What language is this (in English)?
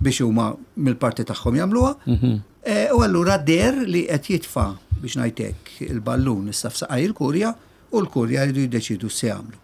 Maltese